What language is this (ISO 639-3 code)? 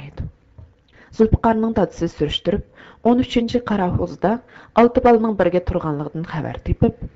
uig